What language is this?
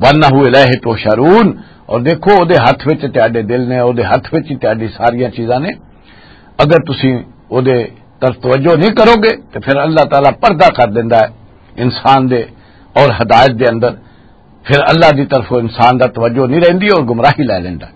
Western Panjabi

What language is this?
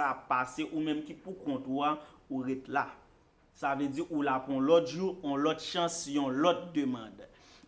Haitian Creole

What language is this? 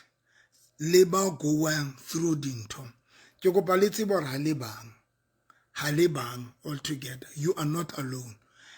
Southern Sotho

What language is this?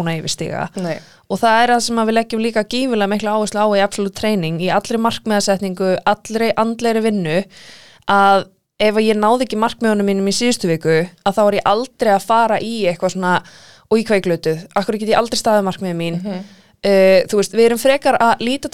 Icelandic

